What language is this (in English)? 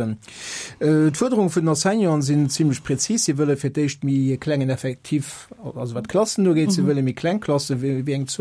Luxembourgish